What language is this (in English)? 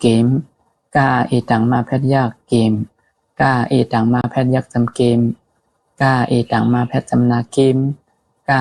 Shan